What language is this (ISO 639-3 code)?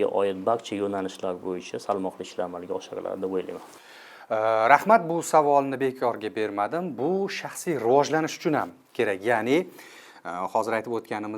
uzb